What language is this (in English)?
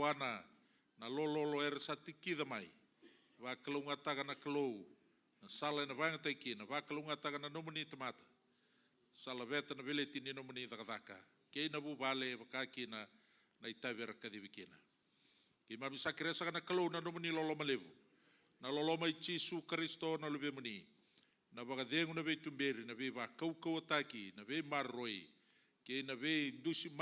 Fijian